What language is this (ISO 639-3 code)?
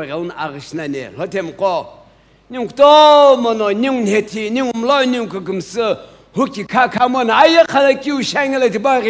nsm